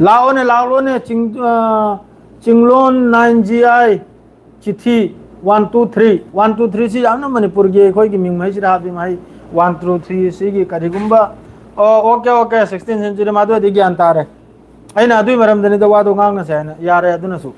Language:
Manipuri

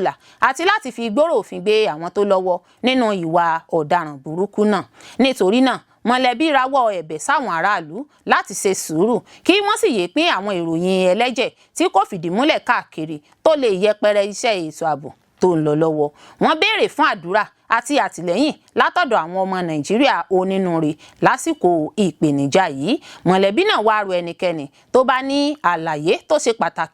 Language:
Yoruba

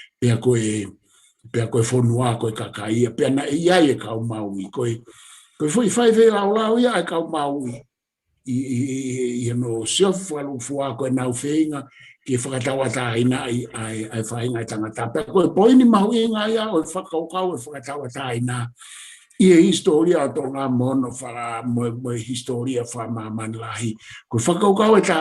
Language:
Tongan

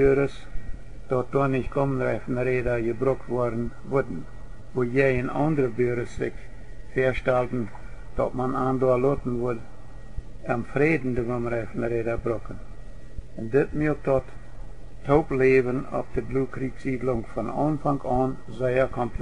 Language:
Plautdietsch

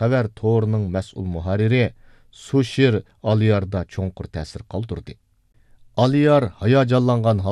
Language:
Uyghur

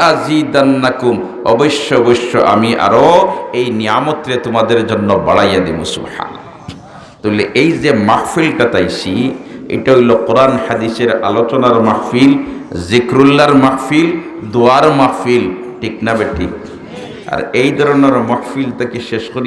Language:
Sylheti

